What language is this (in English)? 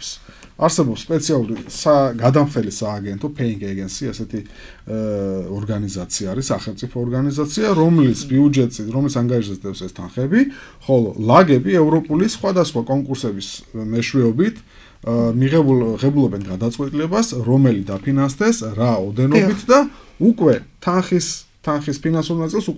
Georgian